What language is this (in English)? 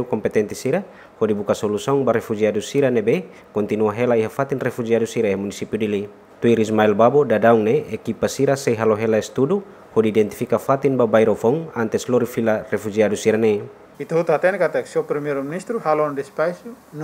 Tetum